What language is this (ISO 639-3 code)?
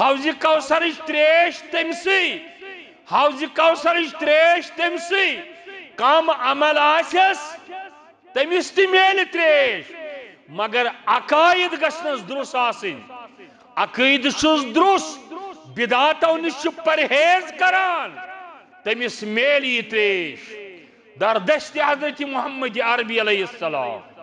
kas